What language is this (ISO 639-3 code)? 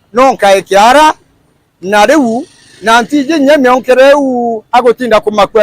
mer